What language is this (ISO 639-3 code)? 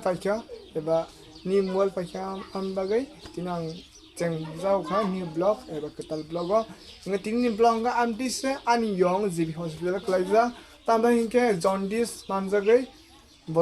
trp